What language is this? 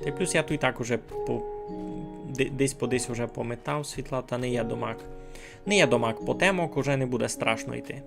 Rusyn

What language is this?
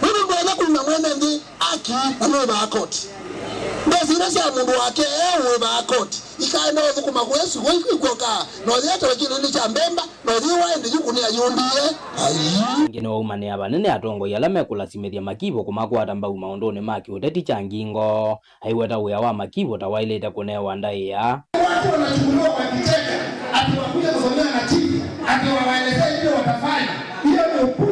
Kamba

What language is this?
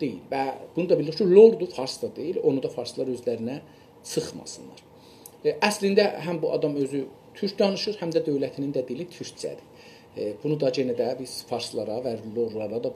South Azerbaijani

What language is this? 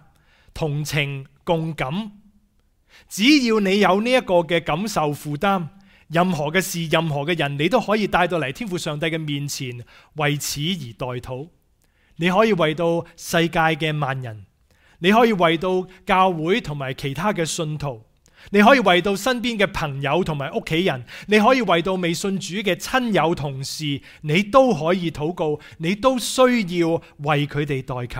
Cantonese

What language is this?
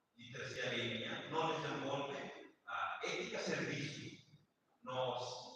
Tetum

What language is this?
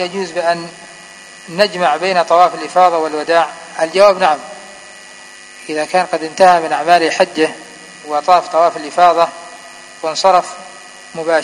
Arabic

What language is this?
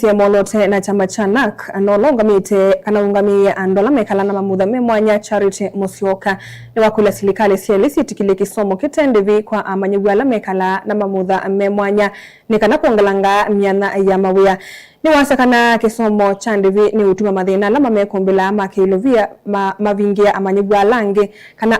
Kamba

